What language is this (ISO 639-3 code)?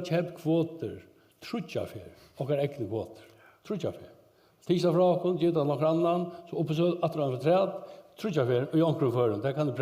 fao